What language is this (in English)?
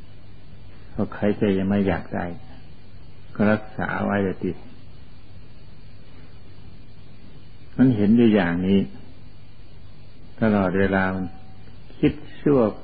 Thai